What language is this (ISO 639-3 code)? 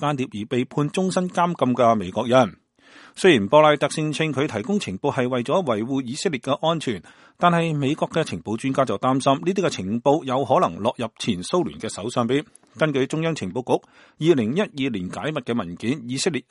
yue